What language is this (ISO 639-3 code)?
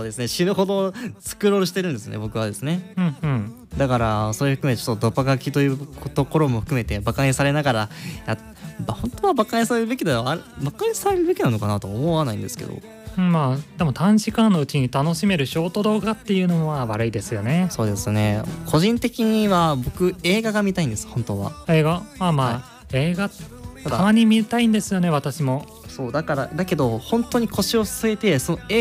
jpn